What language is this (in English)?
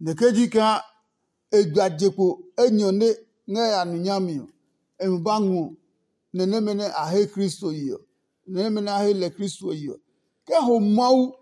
Adangme